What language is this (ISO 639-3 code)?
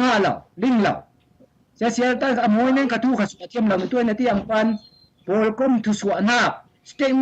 cfm